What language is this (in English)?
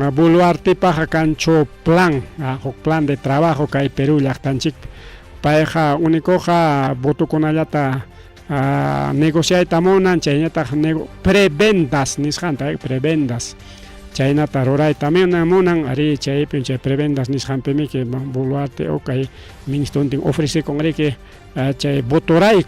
Ayacucho Quechua